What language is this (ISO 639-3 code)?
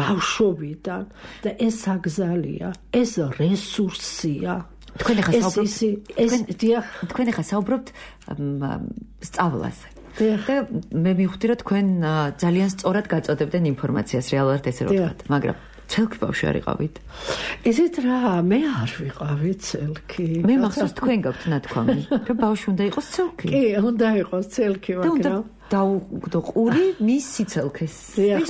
kat